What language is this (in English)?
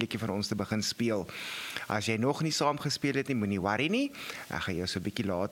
Afrikaans